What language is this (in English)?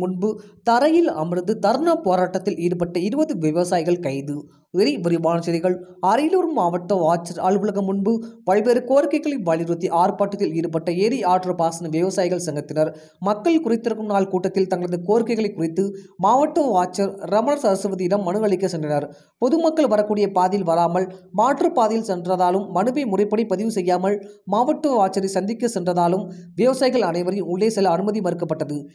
Tamil